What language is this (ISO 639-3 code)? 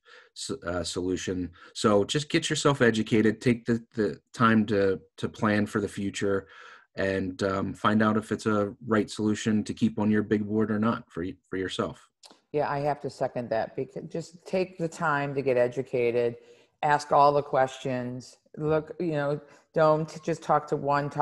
eng